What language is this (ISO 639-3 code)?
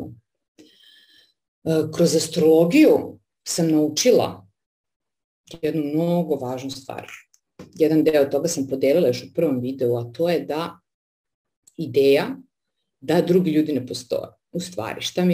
srp